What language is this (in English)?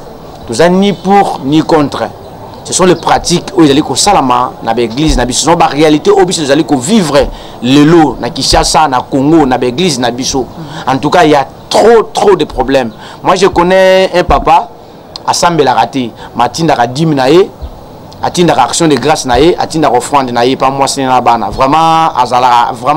Lingala